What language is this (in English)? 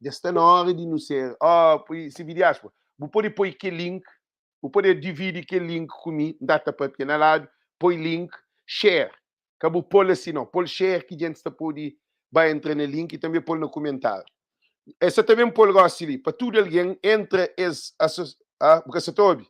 Kabuverdianu